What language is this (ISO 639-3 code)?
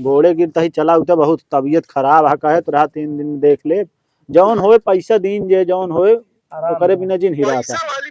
awa